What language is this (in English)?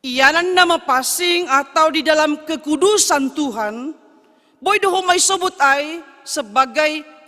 Batak Simalungun